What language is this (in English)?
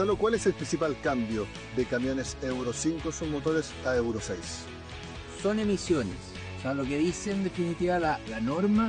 Spanish